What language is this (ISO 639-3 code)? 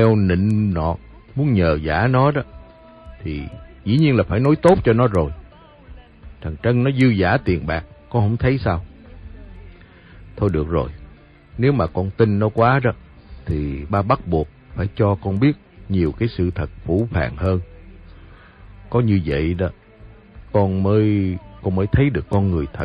vie